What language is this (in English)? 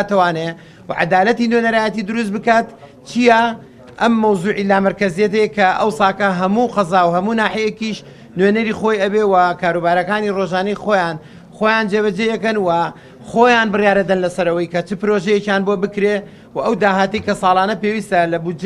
Central Kurdish